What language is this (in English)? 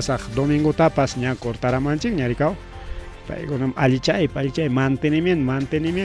Ayacucho Quechua